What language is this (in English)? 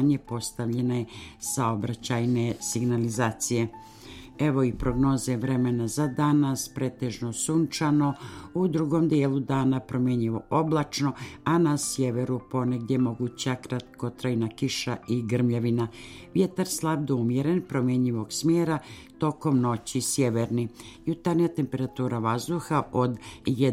Serbian